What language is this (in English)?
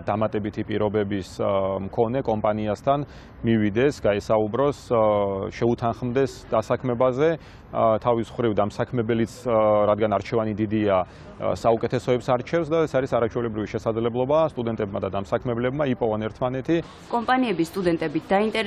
Georgian